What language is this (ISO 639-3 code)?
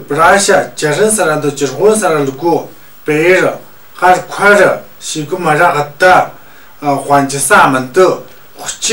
mjg